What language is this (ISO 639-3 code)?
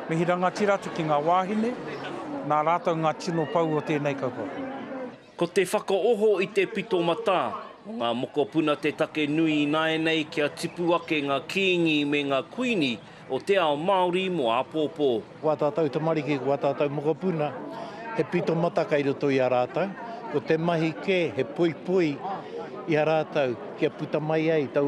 mri